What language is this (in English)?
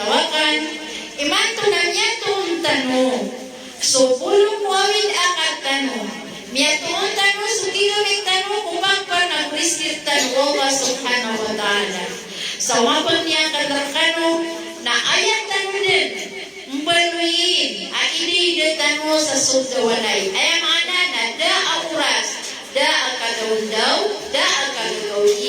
Maranao